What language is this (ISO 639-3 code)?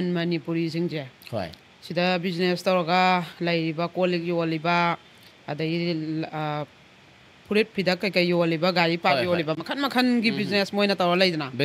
mni